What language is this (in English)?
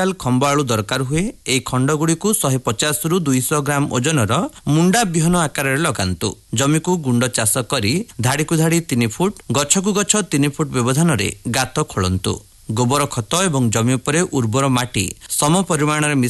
Odia